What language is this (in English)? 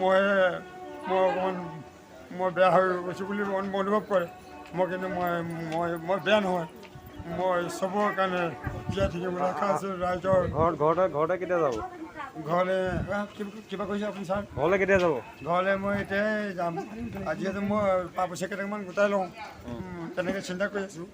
Assamese